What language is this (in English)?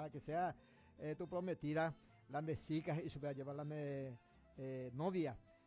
Guarani